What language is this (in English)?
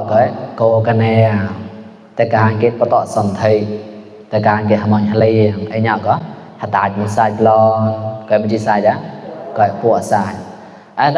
Mon